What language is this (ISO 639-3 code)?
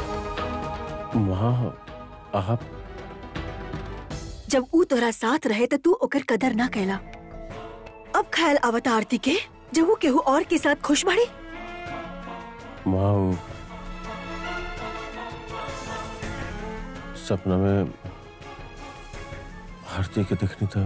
bho